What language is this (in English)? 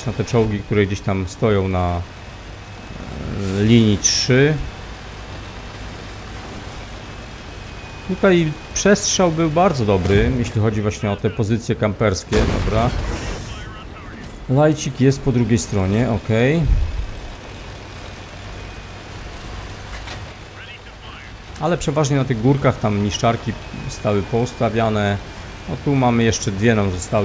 Polish